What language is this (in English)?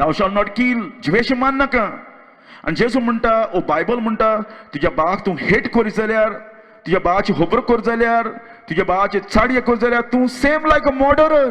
Konkani